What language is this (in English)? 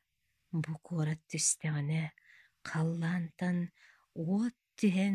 Yakut